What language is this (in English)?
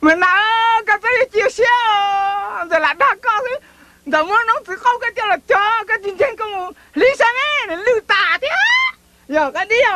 Hmong